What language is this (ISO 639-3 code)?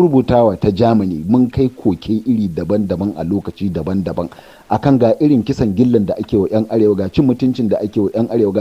hau